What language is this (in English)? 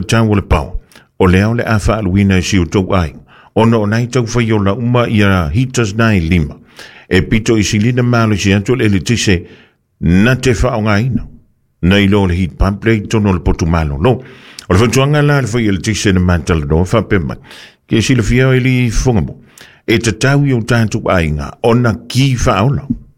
Samoan